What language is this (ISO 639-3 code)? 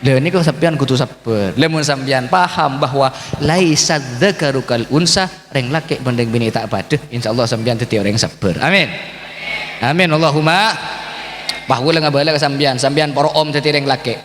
mad